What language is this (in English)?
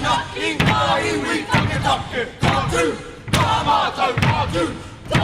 Māori